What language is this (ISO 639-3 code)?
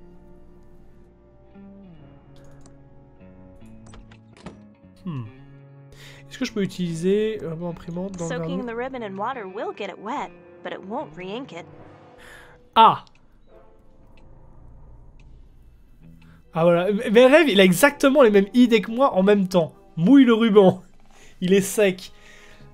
fra